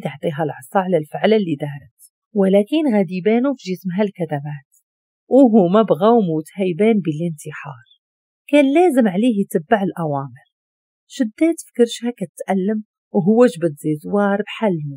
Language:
Moroccan Arabic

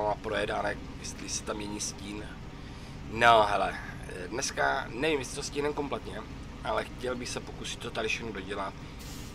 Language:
Czech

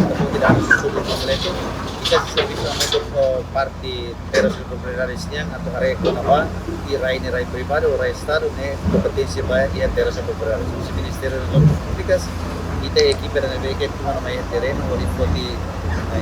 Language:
Tetum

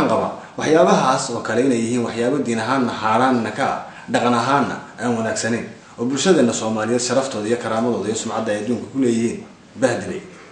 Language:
Somali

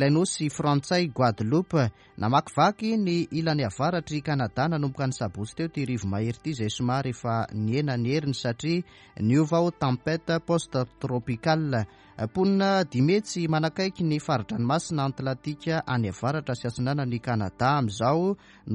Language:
Malagasy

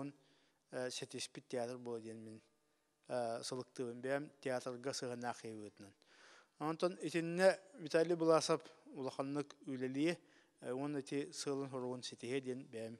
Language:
Yakut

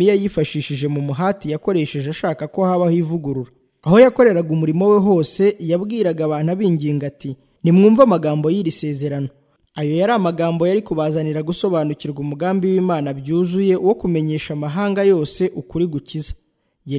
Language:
Kinyarwanda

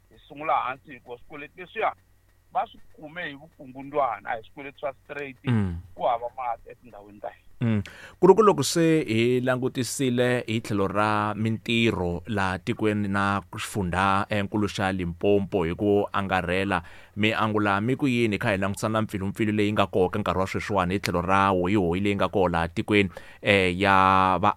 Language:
Tsonga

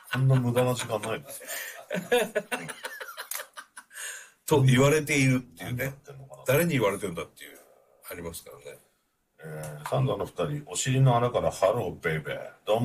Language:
Japanese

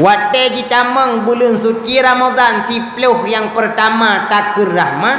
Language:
Achinese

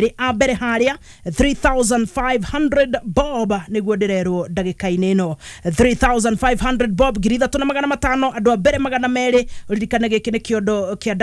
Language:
Kikuyu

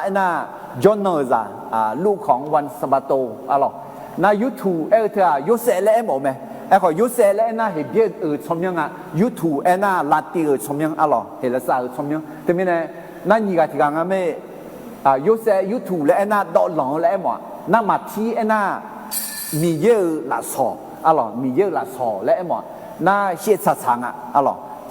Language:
Akha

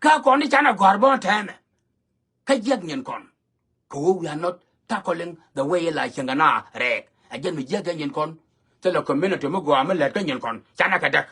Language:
Nuer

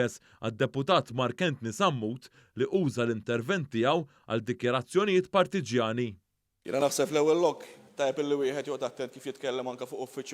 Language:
Maltese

